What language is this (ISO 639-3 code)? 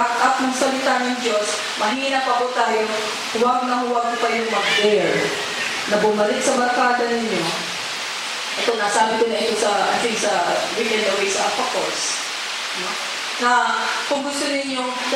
fil